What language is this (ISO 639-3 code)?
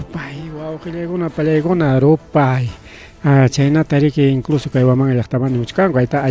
quy